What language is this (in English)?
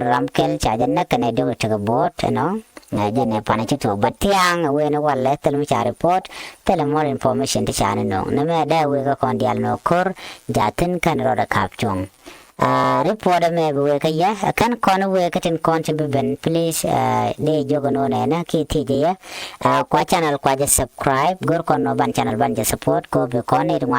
Nuer